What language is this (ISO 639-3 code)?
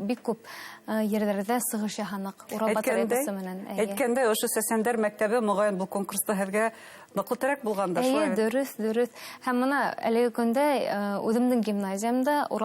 bak